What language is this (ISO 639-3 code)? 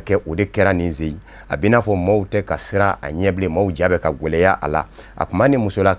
bam